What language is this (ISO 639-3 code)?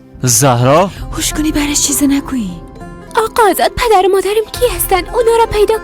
fas